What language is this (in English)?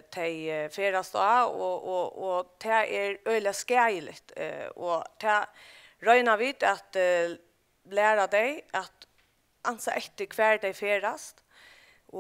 Faroese